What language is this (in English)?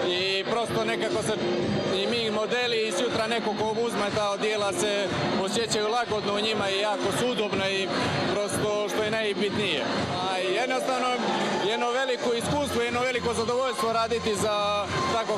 Serbian